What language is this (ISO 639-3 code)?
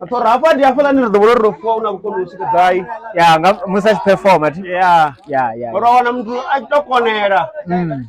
ven